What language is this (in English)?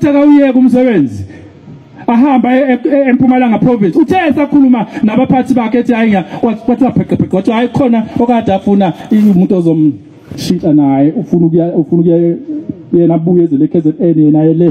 Zulu